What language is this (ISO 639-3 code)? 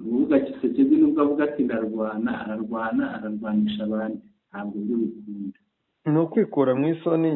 kin